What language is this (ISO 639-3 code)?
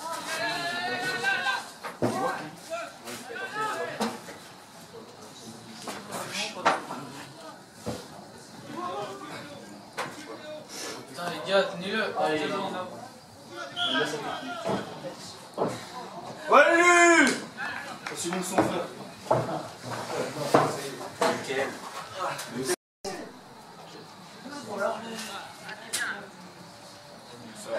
fra